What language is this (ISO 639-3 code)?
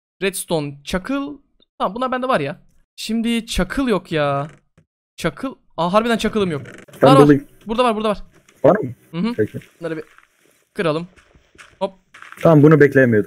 tur